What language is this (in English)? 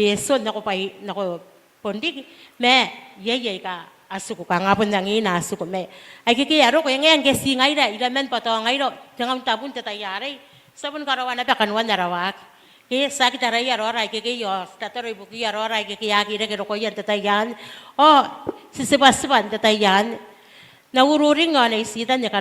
Gilbertese